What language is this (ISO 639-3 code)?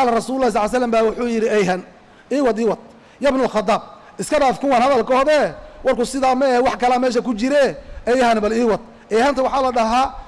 som